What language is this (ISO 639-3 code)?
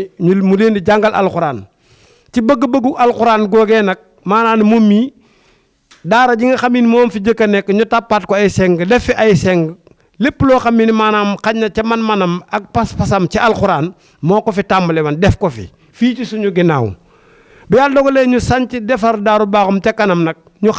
wol